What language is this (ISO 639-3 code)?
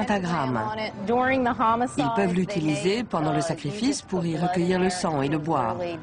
fra